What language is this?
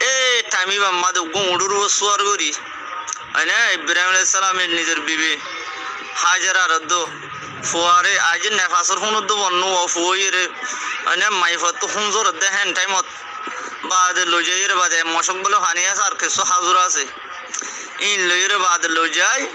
Rohingya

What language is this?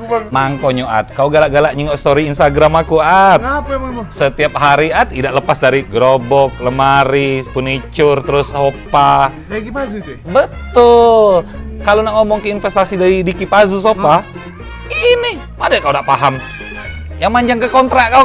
Musi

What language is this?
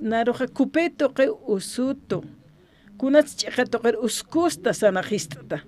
Aymara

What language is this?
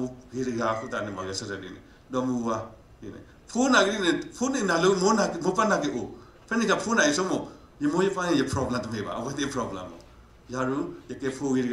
S'gaw Karen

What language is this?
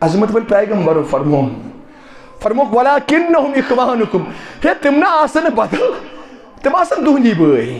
Kashmiri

